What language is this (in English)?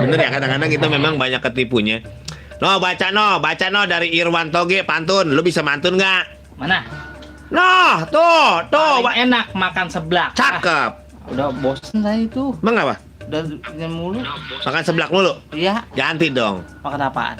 Betawi